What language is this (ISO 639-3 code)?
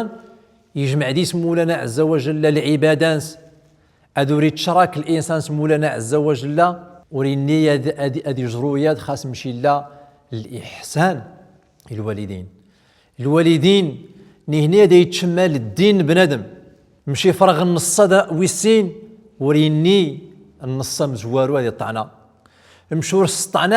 tzm